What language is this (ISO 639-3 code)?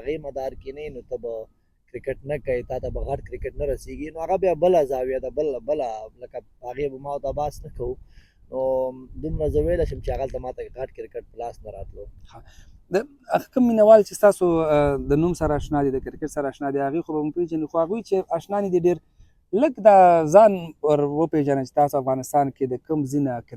pus